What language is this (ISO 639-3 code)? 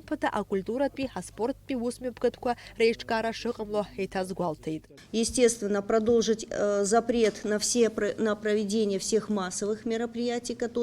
abk